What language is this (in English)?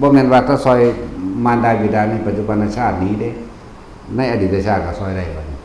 Northeastern Thai